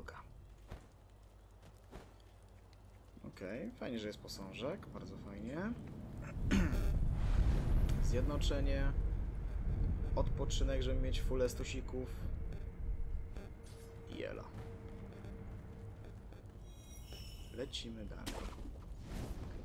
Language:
Polish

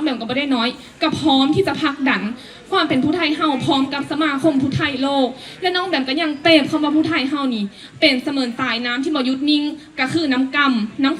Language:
Lao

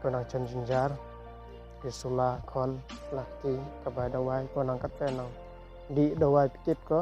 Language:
Khasi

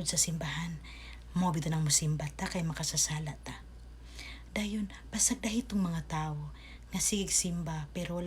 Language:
Cebuano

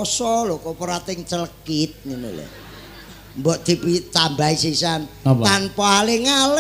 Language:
Javanese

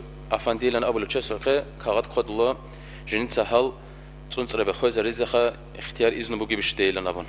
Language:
Avaric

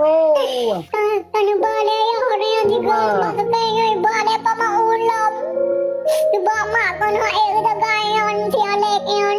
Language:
Achinese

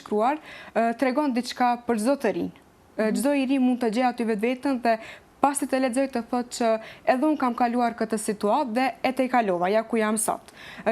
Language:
Albanian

